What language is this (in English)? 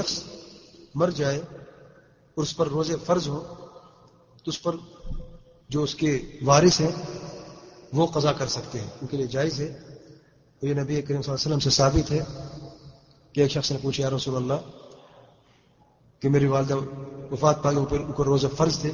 Urdu